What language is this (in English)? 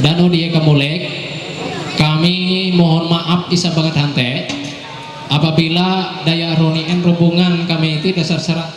Ma'anyan